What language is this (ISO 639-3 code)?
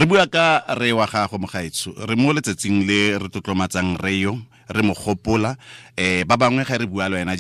tsn